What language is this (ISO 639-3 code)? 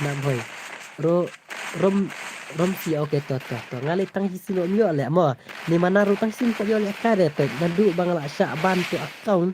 kha